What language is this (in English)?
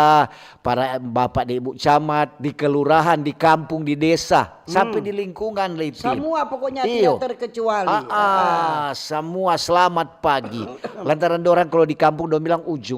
Manado Malay